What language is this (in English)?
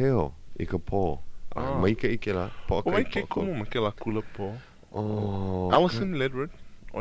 Hawaiian